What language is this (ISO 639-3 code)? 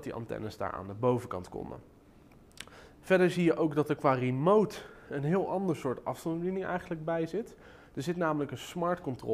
nld